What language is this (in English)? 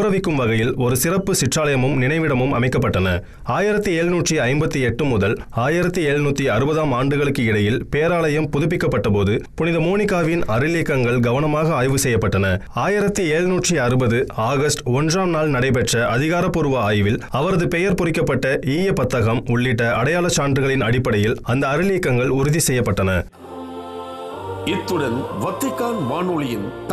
Tamil